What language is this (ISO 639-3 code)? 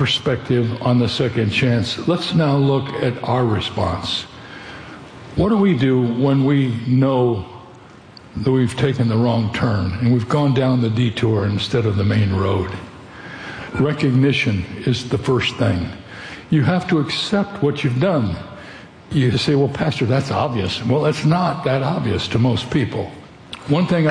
eng